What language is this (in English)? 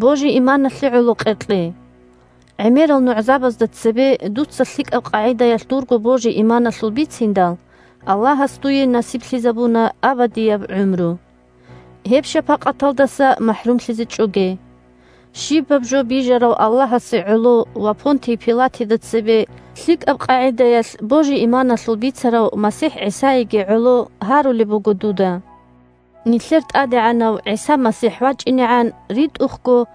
Avaric